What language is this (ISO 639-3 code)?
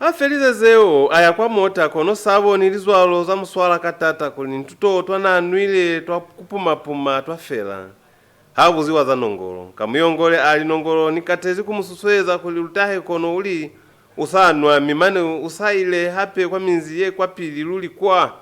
loz